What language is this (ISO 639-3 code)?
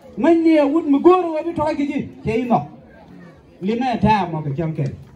nus